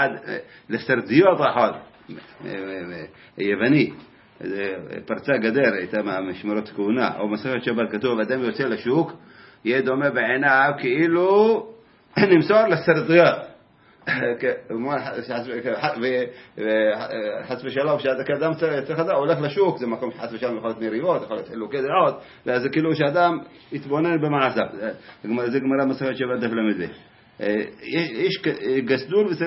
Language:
Hebrew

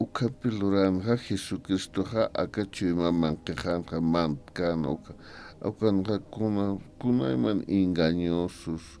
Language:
Aymara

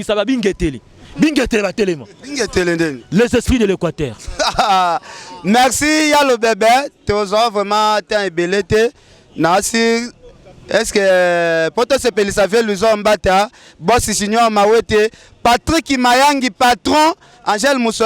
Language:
Lingala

